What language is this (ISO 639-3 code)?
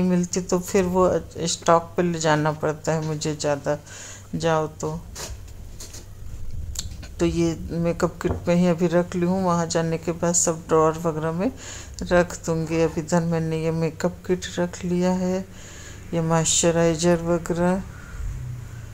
hin